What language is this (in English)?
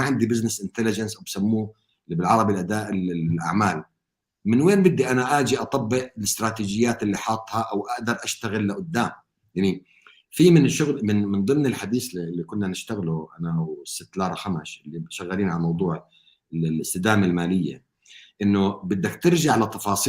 North Levantine Arabic